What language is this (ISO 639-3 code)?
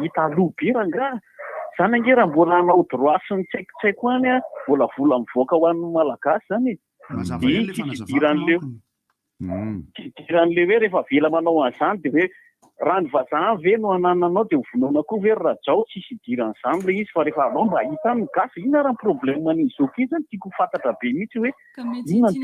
mlg